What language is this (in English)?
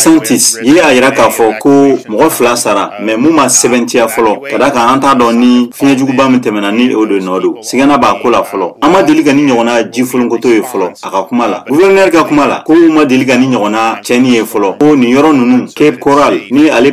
Bambara